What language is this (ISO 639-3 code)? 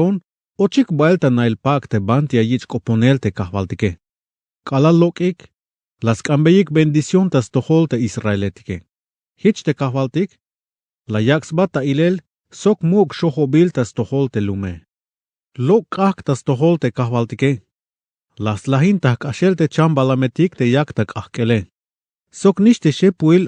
tzh